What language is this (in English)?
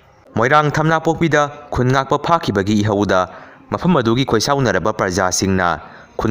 Manipuri